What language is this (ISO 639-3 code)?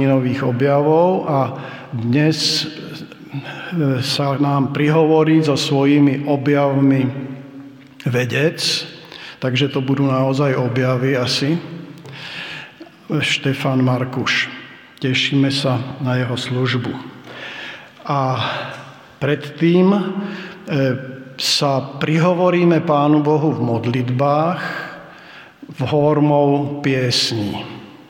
slk